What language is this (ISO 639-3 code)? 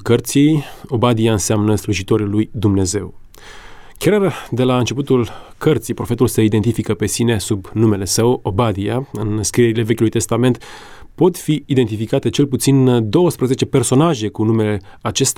ron